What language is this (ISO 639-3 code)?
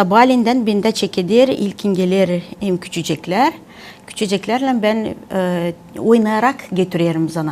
gag